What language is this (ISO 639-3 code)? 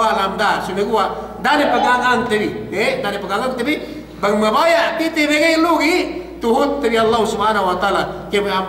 yka